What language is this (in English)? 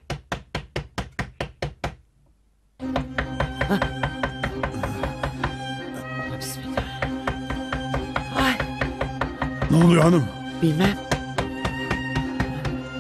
Turkish